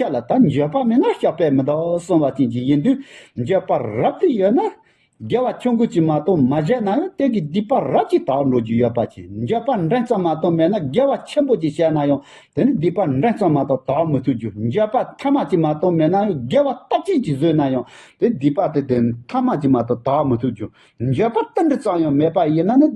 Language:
Tibetan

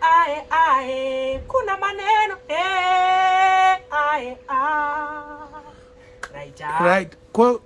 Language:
Shona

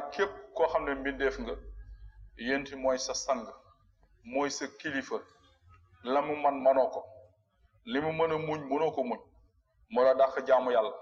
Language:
Wolof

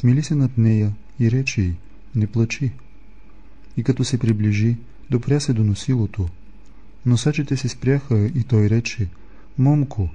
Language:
Bulgarian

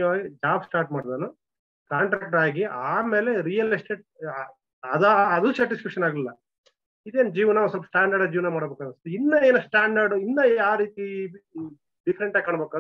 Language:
Kannada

